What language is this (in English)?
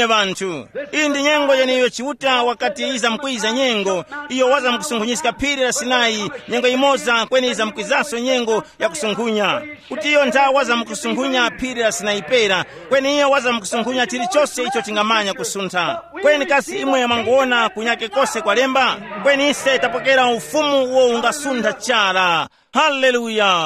Tumbuka